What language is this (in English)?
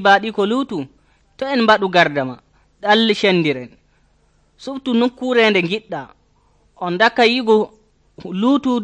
Nigerian Fulfulde